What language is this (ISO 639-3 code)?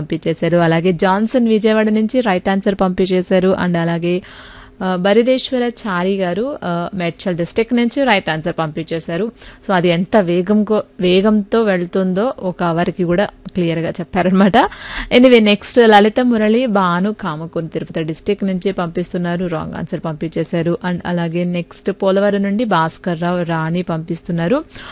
tel